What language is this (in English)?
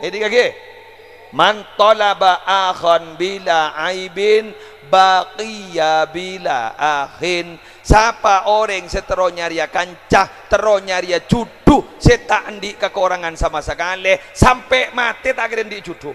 Madurese